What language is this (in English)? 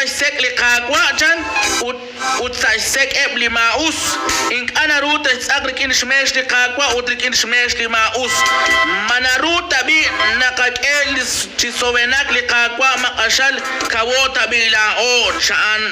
Kekchí